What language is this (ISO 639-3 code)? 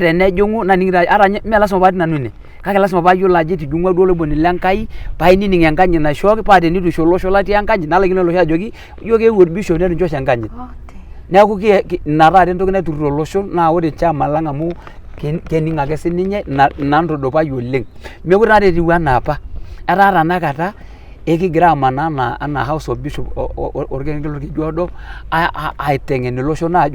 mas